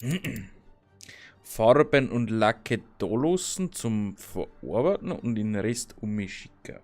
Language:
Bavarian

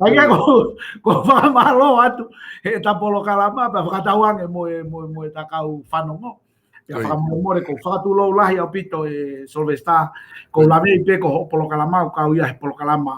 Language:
Tongan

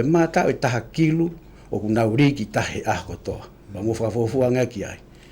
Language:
Tongan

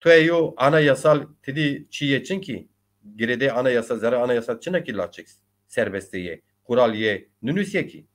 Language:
Zaza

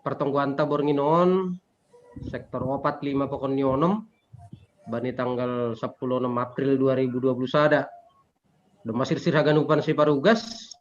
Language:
Batak Simalungun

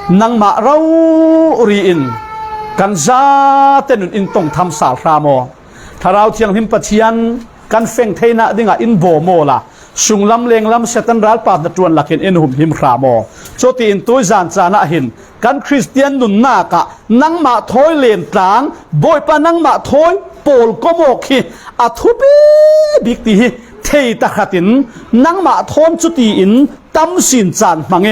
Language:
Falam Chin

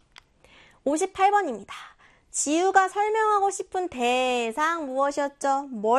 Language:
Korean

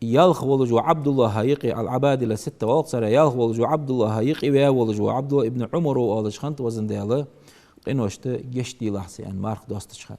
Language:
Ingush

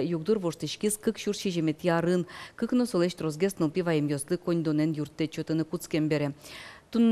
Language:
Udmurt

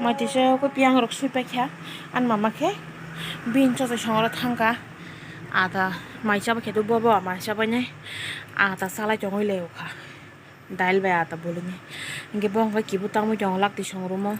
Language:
Kok Borok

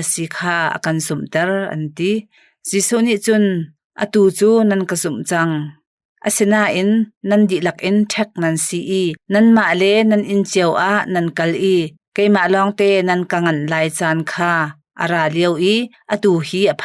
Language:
Hakha Chin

